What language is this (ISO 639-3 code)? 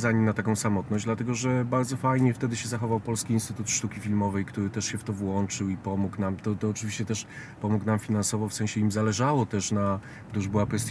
pol